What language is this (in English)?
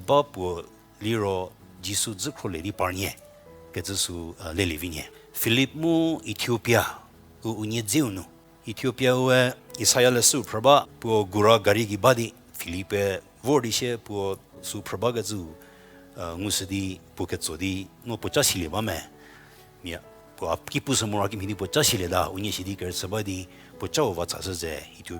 Angami Naga